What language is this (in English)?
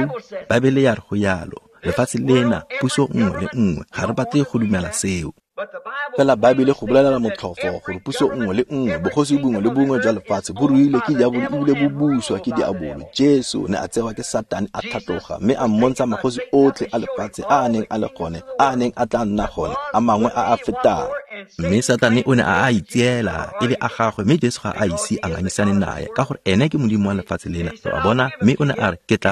Tswana